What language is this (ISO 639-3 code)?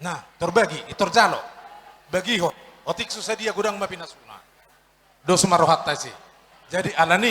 bbc